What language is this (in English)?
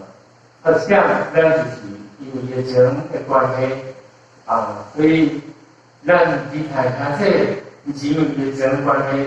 Min Nan Chinese